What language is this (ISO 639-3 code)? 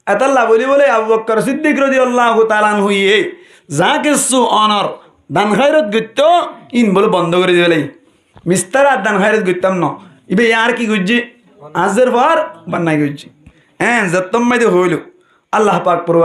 rhg